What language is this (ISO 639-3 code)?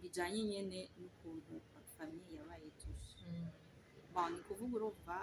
run